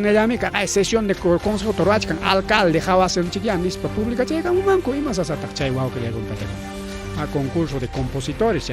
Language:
Ayacucho Quechua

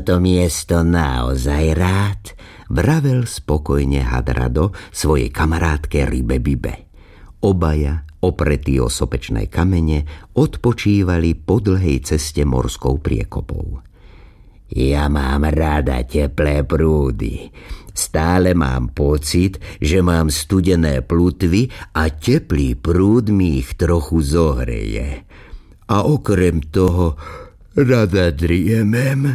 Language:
Slovak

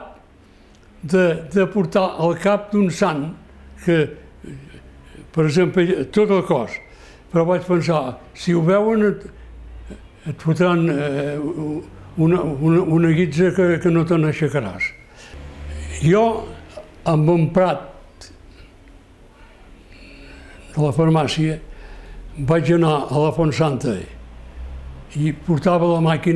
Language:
Catalan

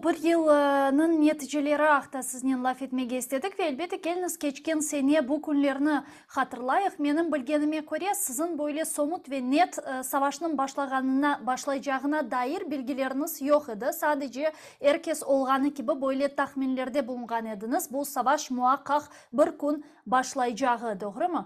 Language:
Crimean Tatar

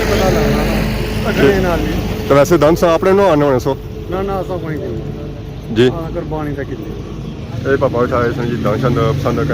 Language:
Pahari-Potwari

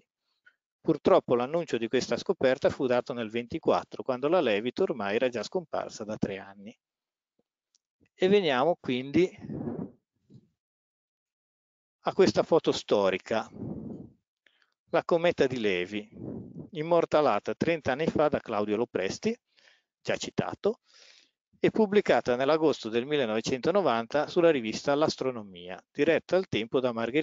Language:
Italian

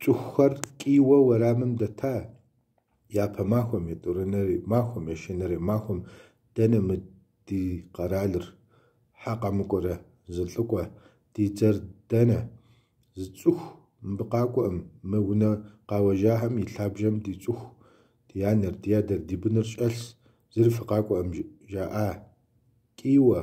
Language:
Kabardian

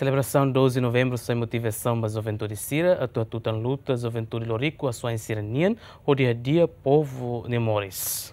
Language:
Tetum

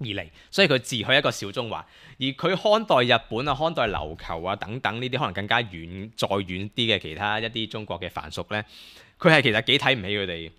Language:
Cantonese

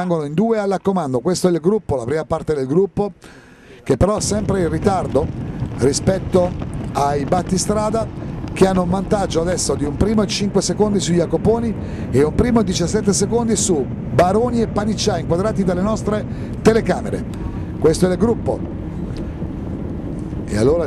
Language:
Italian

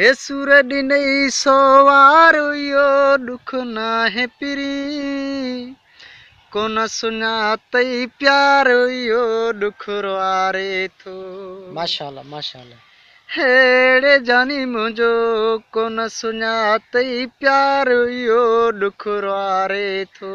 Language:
Sindhi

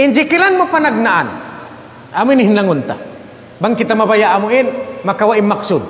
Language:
Tausug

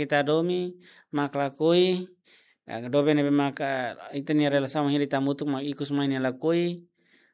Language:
Tetum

